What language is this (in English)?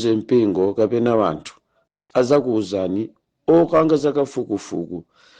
Nyanja